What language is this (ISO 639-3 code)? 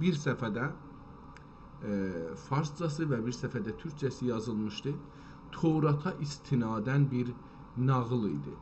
azb